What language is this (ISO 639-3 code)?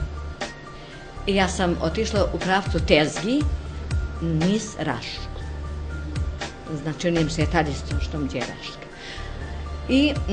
bos